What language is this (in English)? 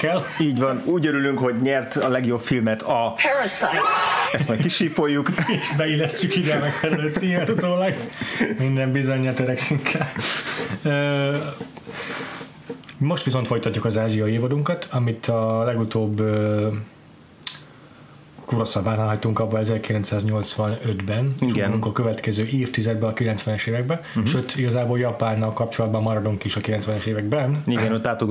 Hungarian